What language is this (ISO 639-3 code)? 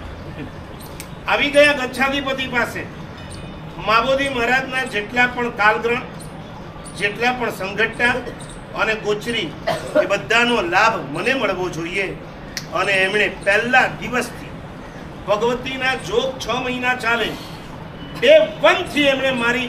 guj